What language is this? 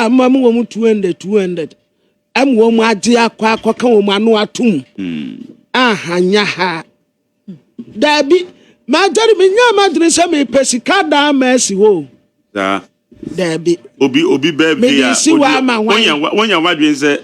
Akan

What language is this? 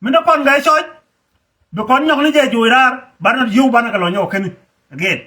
Nuer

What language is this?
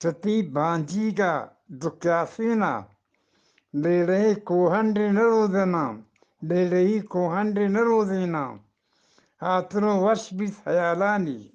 Eastern Balochi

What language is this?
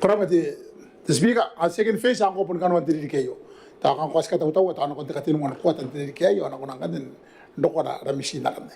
Gilbertese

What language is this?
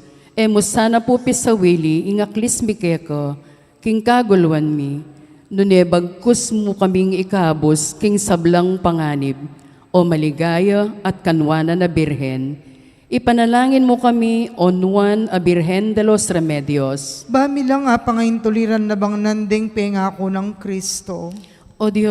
Pampanga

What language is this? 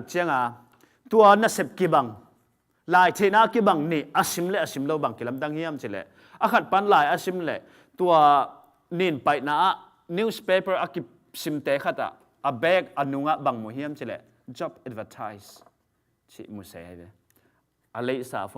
Tedim Chin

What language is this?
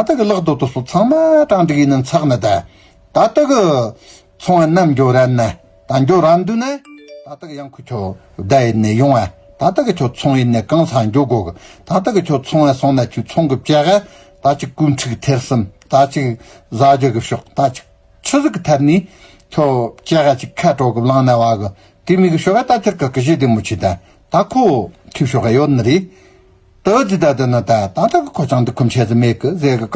Tibetan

